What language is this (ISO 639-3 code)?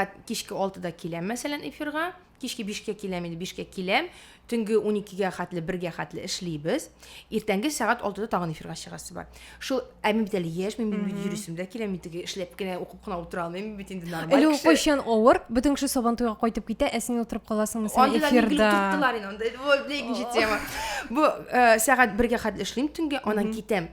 tat